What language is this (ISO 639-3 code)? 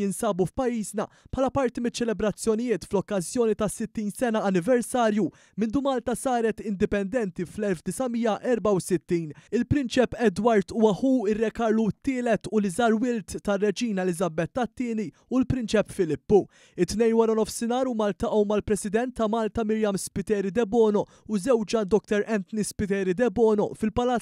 mlt